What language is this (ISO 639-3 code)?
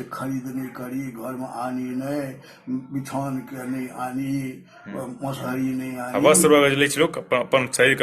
mai